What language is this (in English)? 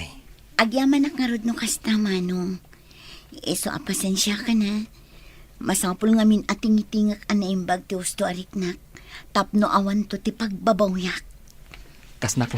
Iloko